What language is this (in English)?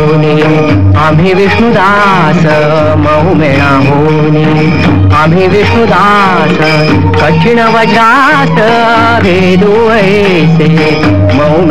Marathi